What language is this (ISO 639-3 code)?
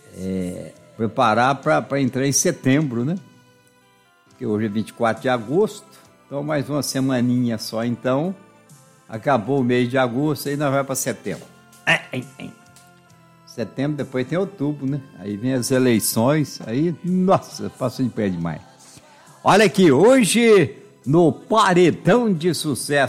por